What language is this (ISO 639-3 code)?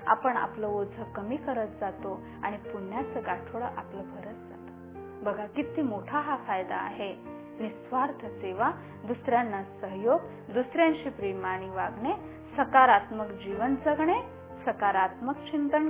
mar